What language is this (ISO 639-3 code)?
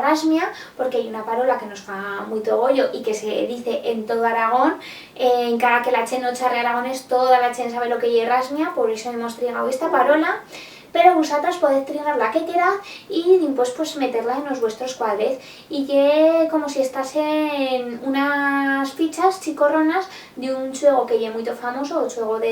arg